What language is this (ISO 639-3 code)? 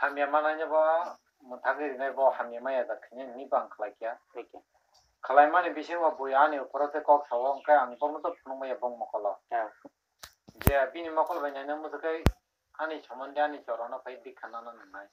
trp